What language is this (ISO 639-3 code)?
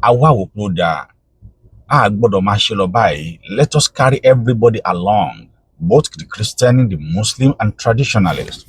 yor